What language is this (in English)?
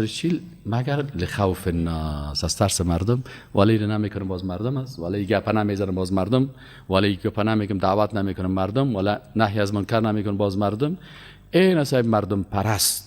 Persian